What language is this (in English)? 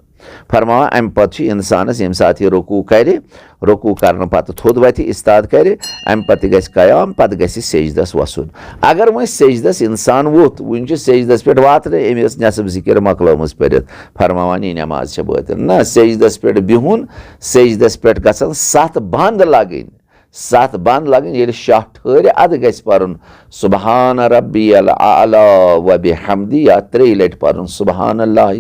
Kashmiri